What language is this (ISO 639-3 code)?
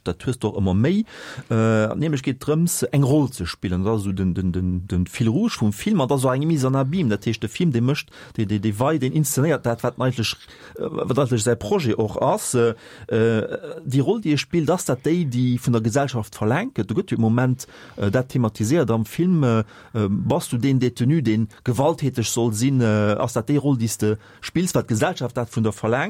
ltz